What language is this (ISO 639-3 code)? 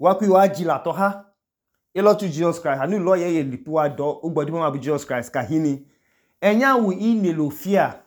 idu